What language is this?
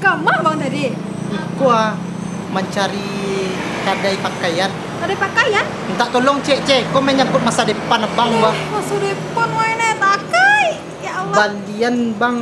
Minangkabau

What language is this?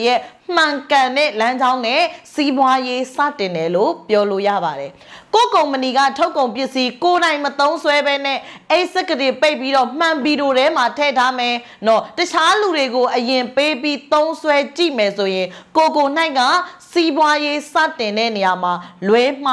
Burmese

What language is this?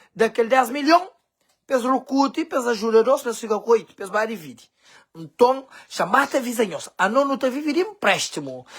Kabuverdianu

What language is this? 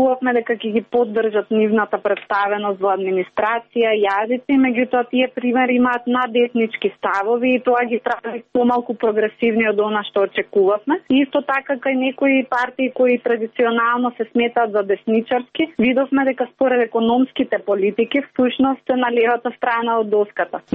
Macedonian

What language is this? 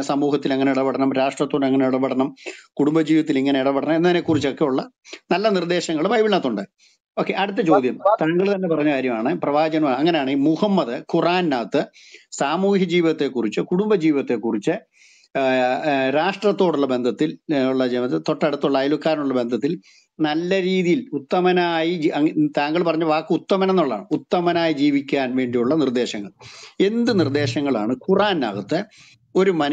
Malayalam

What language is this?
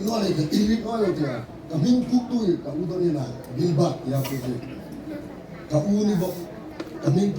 Hmar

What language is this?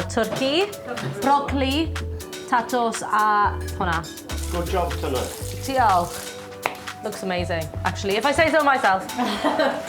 Welsh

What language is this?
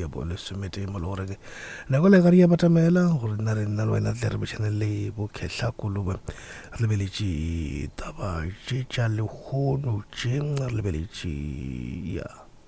Northern Sotho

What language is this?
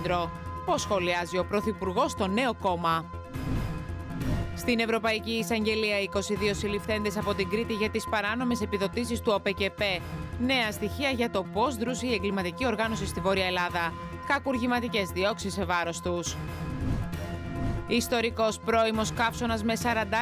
Greek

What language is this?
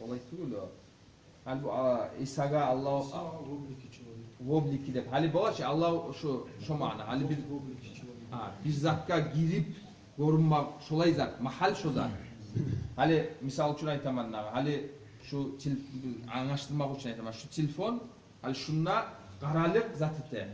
Kumyk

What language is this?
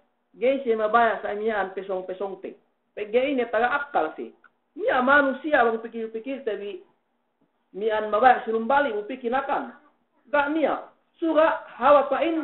Yakan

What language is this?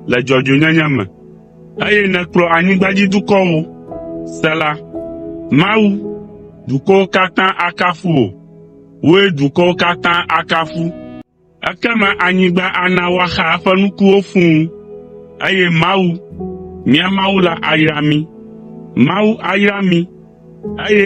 Ewe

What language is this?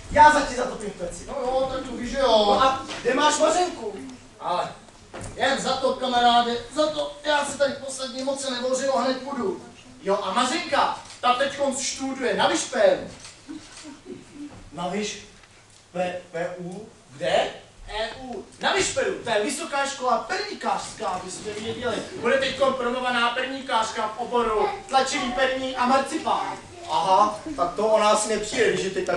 Czech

